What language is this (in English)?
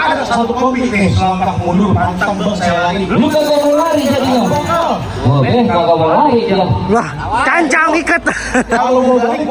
Betawi